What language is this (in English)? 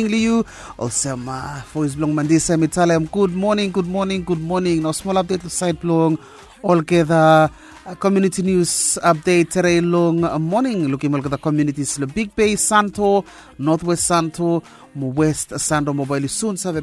Bislama